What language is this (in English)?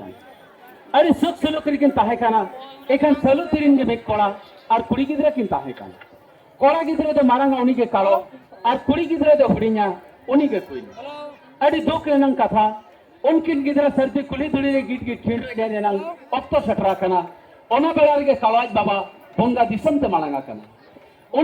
Santali